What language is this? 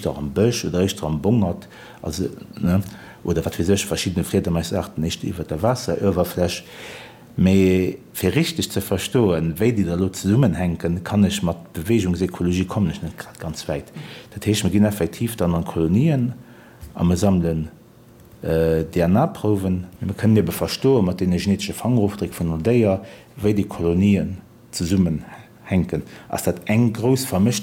Luxembourgish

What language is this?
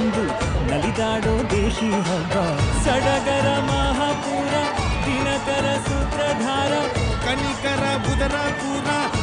Kannada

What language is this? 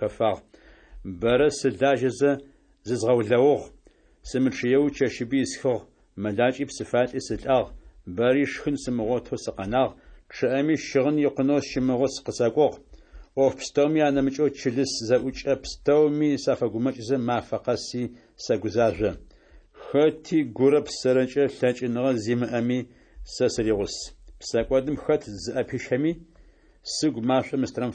Adyghe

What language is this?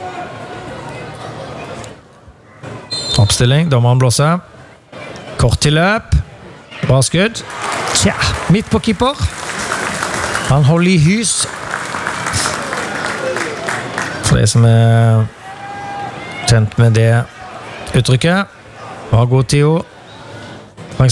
Norwegian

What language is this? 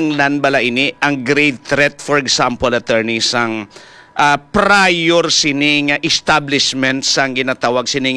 Hiligaynon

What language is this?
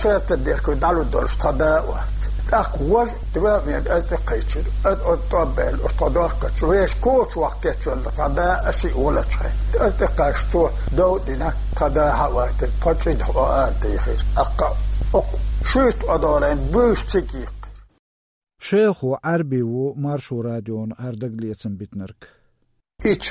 Chechen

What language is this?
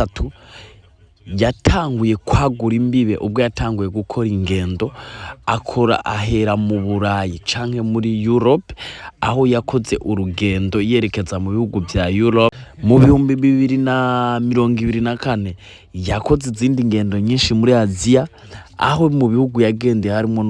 Rundi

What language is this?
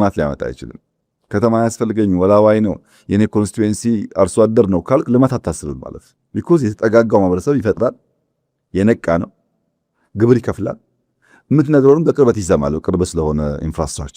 Amharic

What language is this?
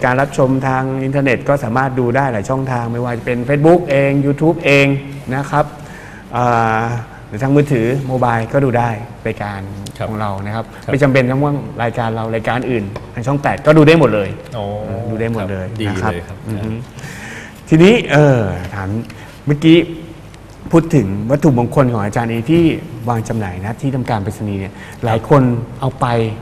Thai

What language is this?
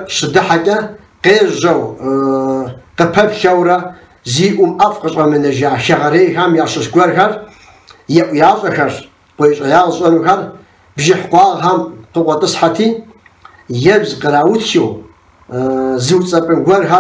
Kabardian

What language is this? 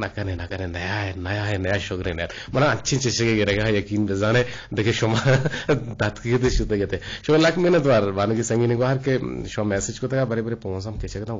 Eastern Balochi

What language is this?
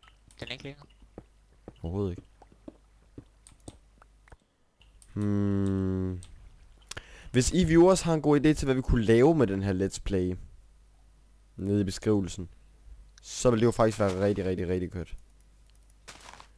Danish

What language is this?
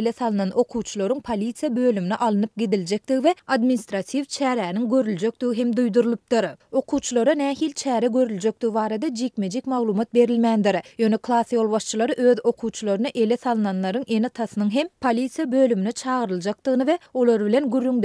Turkmen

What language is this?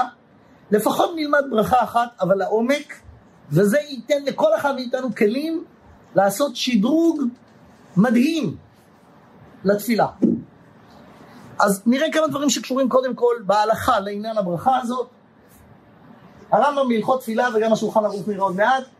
Hebrew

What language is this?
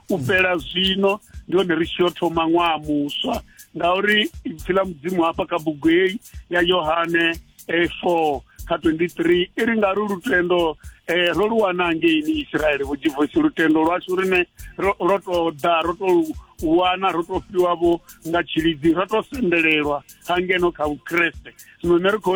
Venda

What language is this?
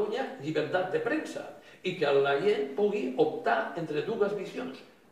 Catalan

